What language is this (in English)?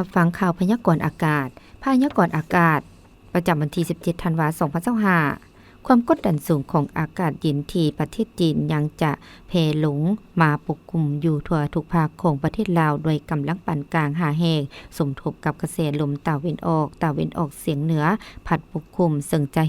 Lao